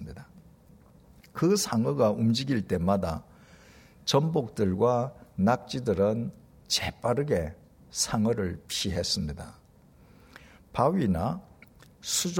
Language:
Korean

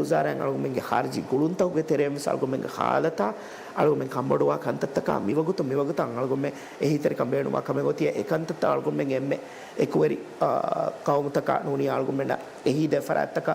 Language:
Divehi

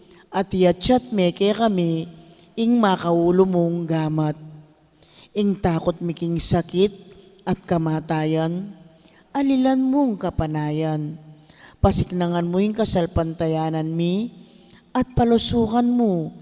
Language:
Pampanga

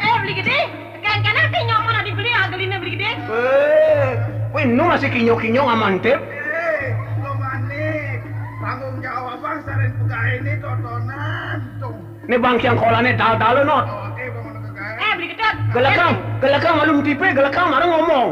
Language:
Balinese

